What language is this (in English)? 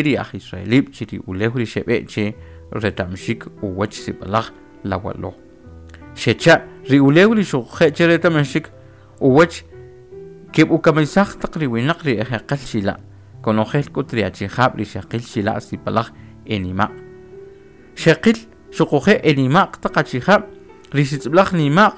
Kʼicheʼ